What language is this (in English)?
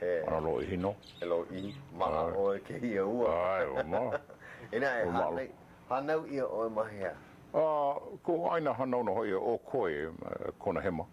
Hawaiian